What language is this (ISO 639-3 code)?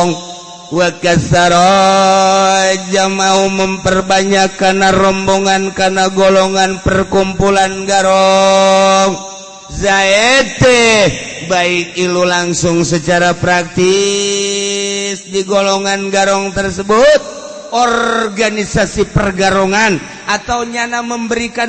sun